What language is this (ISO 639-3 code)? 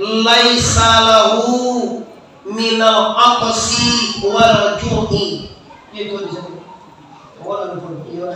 min